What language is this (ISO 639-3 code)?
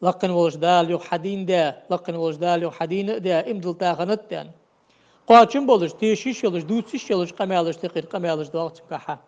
inh